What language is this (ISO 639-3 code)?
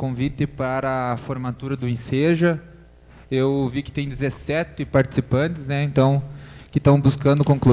por